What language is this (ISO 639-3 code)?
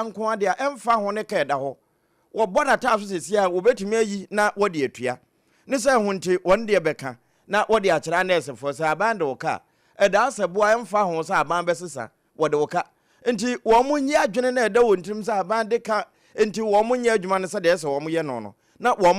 aka